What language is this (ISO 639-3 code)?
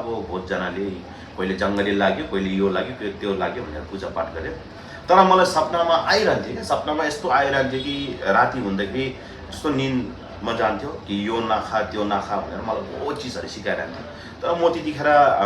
nep